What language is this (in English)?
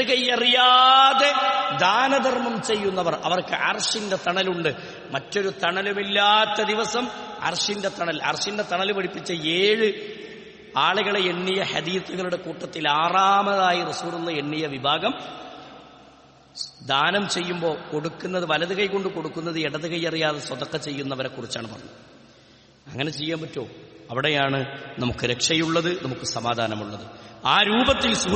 Malayalam